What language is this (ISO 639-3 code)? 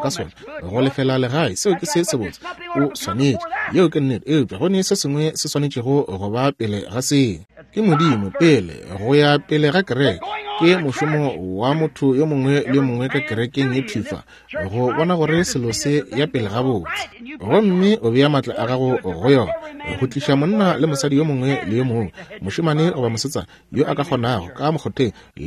nso